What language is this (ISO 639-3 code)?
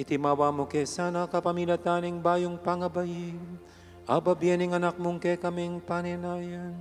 pam